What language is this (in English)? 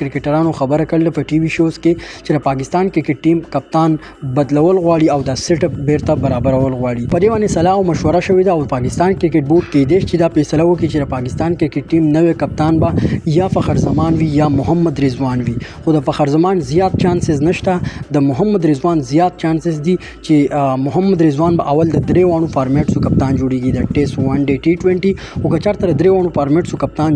Pashto